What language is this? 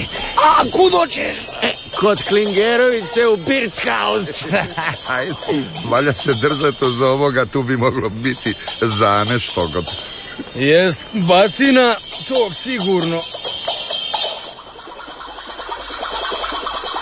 Croatian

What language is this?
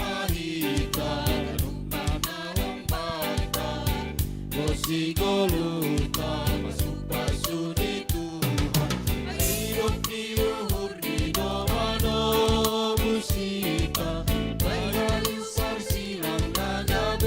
Batak Simalungun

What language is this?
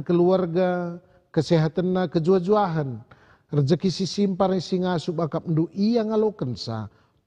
Batak Karo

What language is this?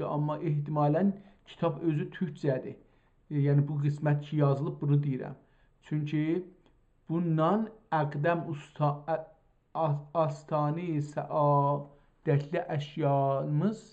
South Azerbaijani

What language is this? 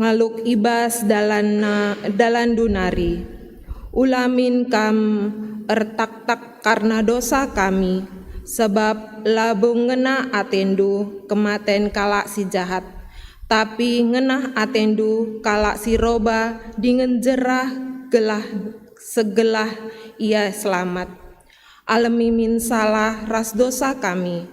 Batak Karo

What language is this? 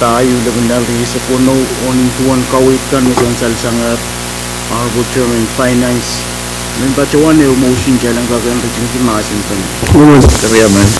Pohnpeian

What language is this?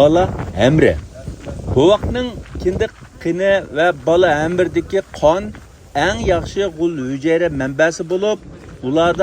Uyghur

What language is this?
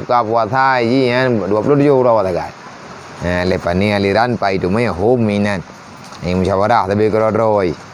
Achinese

